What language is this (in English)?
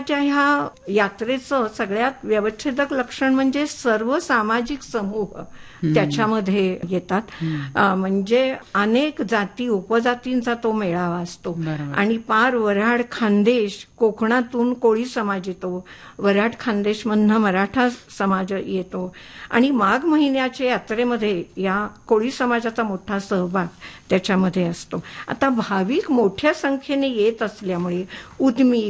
Marathi